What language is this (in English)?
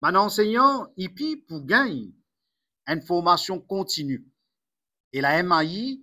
Morisyen